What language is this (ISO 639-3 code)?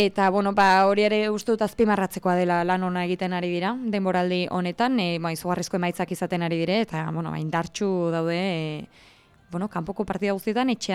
eus